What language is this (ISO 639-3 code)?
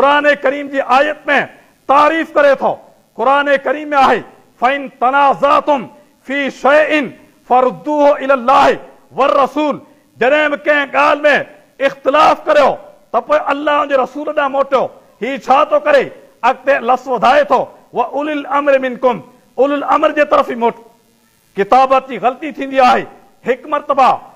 snd